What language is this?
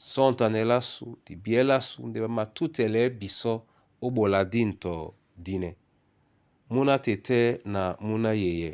Duala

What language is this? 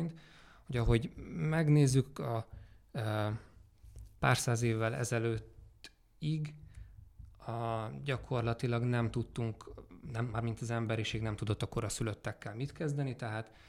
Hungarian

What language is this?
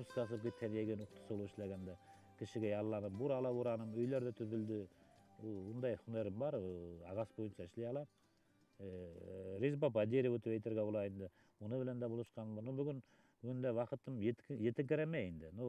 Bashkir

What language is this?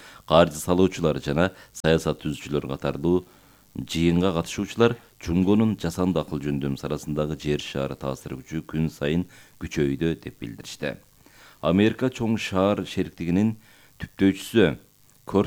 Kyrgyz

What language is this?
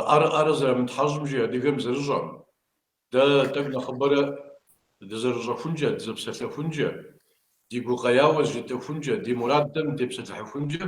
Kabardian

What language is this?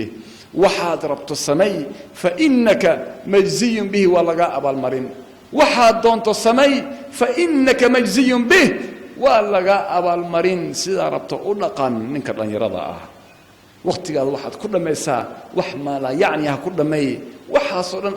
Somali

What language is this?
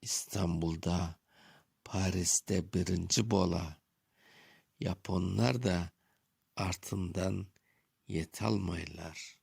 Crimean Tatar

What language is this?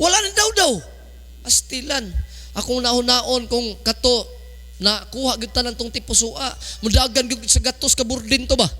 Cebuano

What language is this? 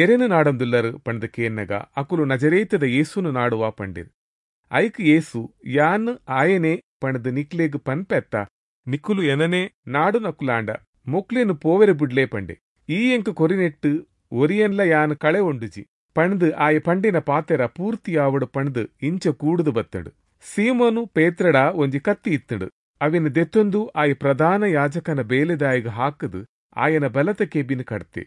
Tulu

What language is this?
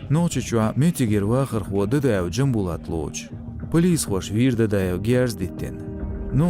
Chechen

